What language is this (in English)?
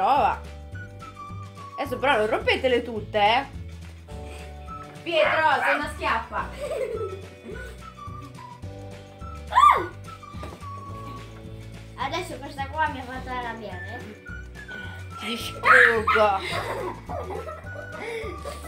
Italian